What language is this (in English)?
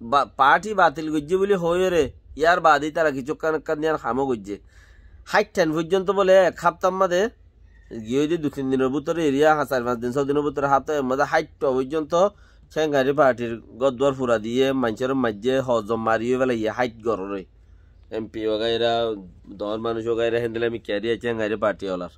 Rohingya